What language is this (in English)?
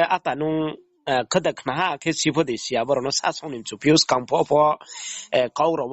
Riang (India)